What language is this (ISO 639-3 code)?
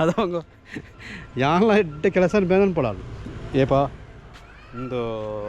tcy